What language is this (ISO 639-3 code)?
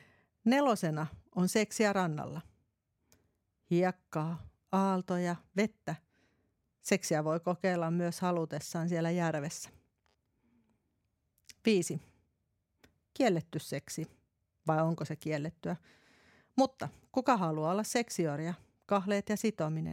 fin